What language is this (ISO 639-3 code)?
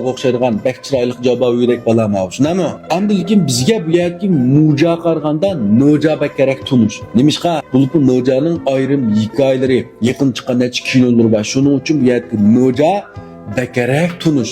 uig